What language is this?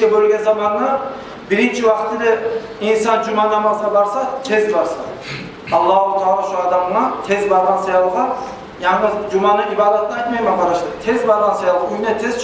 Kumyk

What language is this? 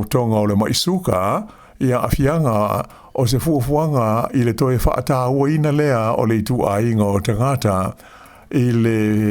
Samoan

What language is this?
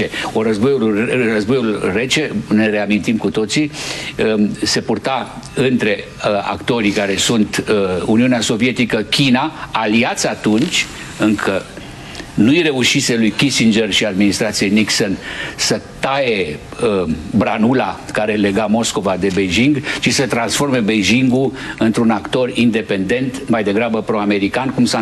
Romanian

